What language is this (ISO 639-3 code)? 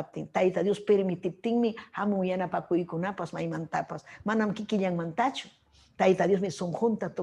quy